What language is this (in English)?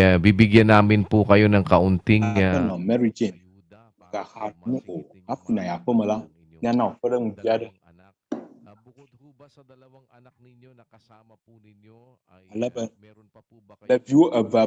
Ewe